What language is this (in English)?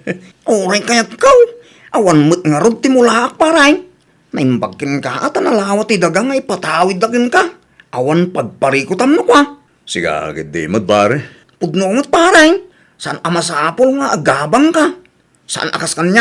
Iloko